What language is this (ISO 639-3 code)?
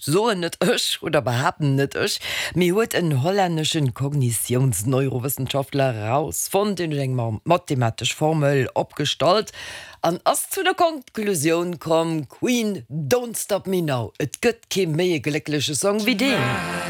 ltz